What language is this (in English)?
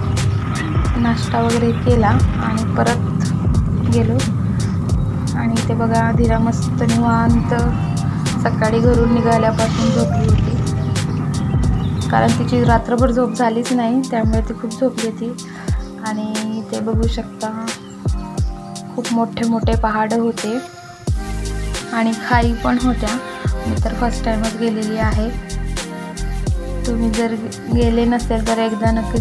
Marathi